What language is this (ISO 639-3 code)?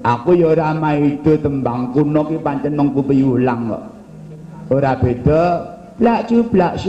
jav